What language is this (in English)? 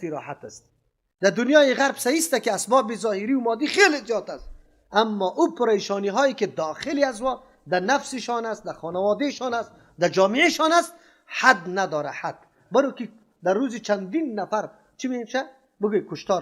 Persian